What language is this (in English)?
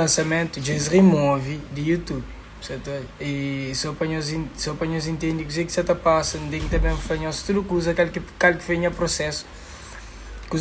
Kabuverdianu